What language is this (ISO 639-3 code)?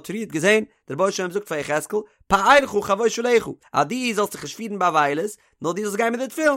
yid